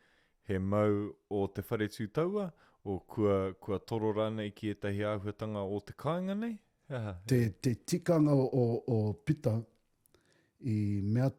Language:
Māori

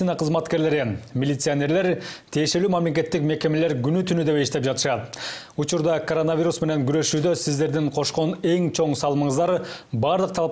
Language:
Kyrgyz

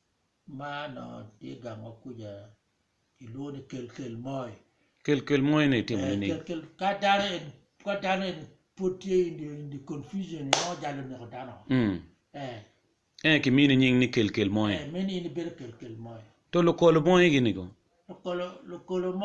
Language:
Acoli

